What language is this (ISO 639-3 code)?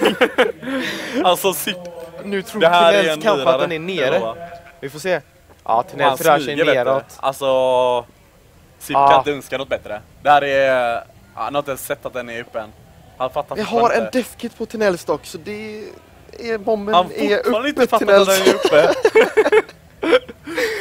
swe